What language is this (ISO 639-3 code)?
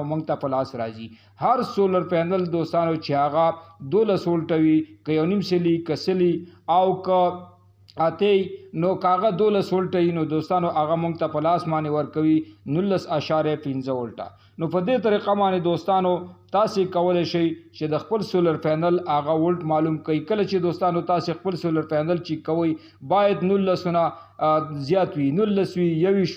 pus